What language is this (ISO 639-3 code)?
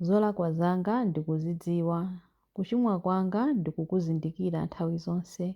nya